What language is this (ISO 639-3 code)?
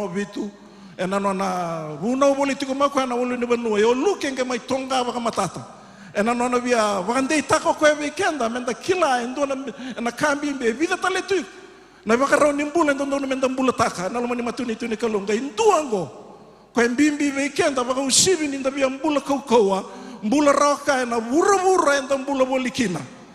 fij